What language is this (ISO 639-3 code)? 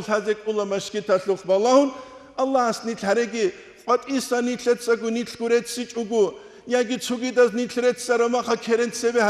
ava